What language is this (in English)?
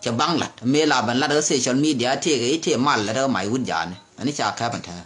Nuer